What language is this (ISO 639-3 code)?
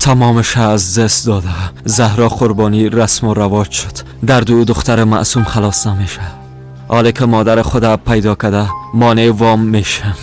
fas